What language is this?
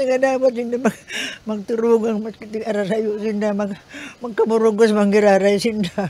Bikol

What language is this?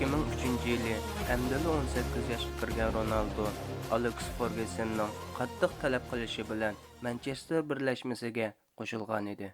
Uyghur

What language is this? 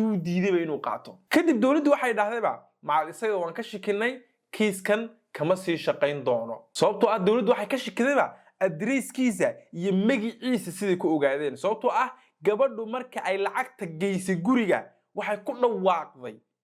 Somali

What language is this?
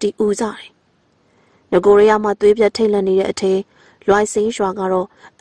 Burmese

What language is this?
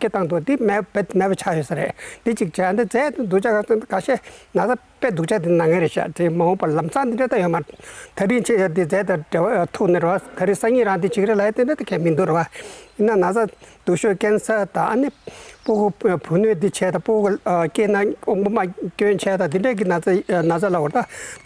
Tibetan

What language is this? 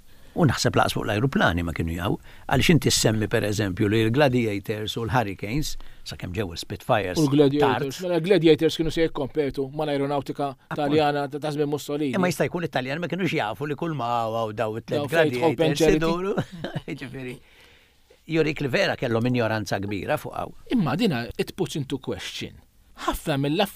Maltese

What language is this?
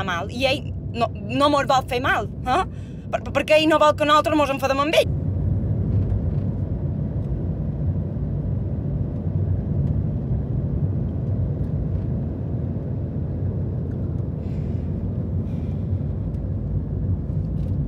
Catalan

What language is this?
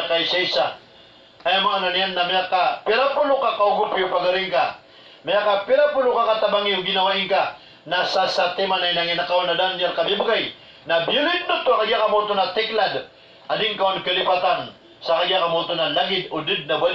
Maranao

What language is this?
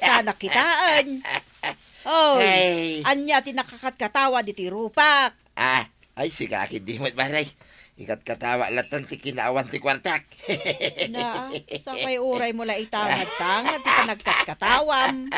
Iloko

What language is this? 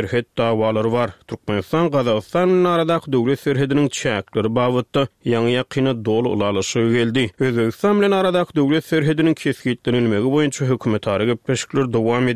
Turkmen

